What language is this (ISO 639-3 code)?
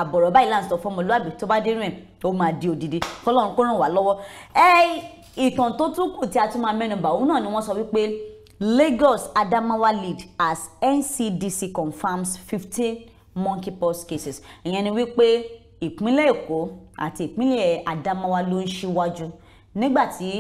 yor